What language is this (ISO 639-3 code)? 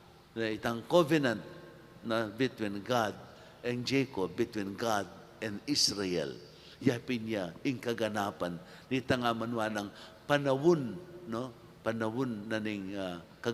pam